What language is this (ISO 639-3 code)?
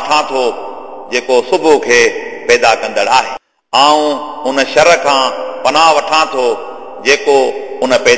snd